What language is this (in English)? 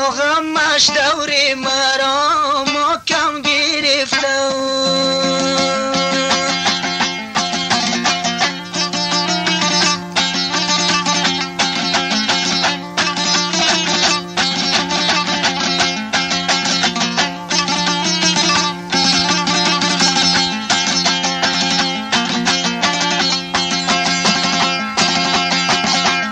Persian